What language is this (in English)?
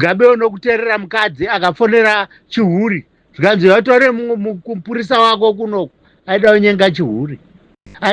Shona